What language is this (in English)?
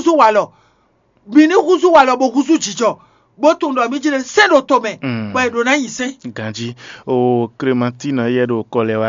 Fon